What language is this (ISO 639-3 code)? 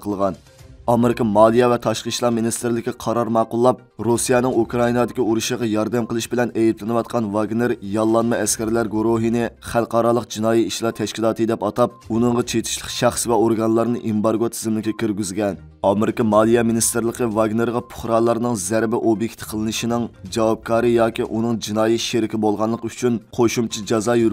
uig